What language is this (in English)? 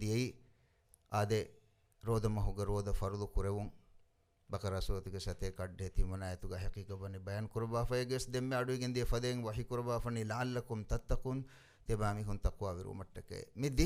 Divehi